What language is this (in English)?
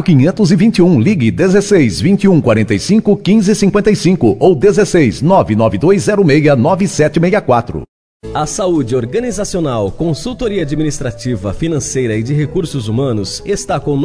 Portuguese